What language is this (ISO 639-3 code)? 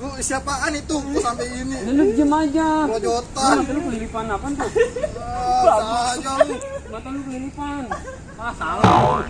bew